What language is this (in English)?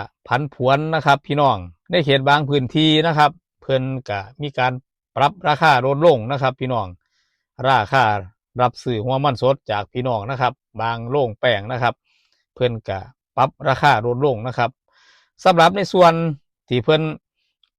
Northeastern Thai